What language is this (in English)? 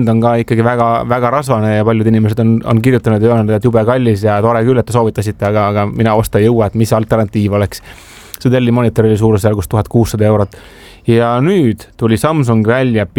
Estonian